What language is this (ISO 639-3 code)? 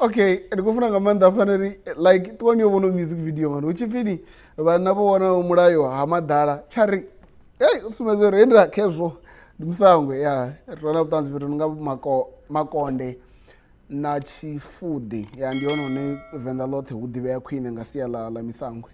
ven